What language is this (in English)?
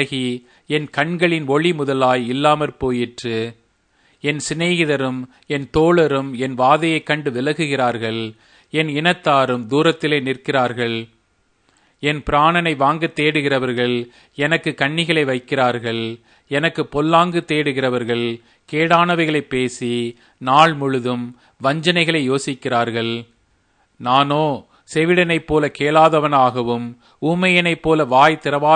Tamil